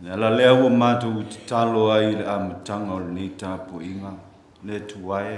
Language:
Samoan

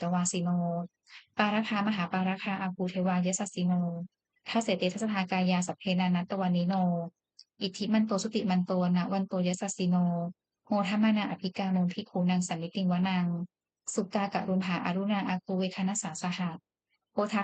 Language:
Pali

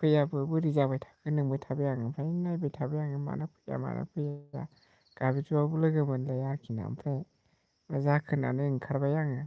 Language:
Bodo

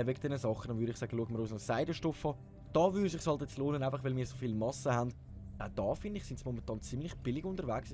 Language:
Swiss German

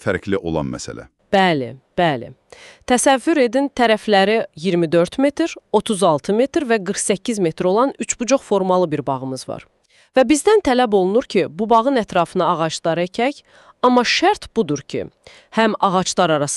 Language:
Azerbaijani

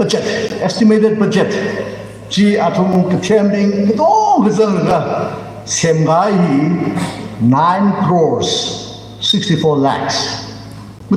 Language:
Tangkhul Naga (India)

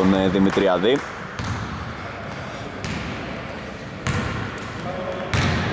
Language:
Greek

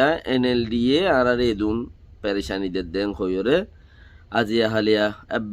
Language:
Rohingya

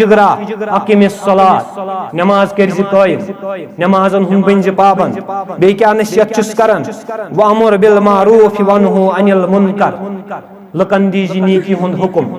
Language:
Kashmiri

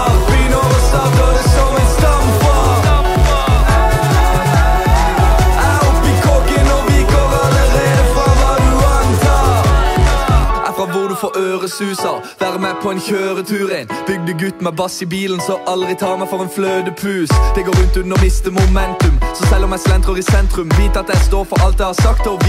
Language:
Norwegian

